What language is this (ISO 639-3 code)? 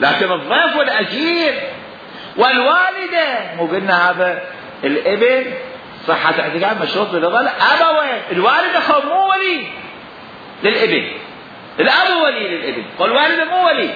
acm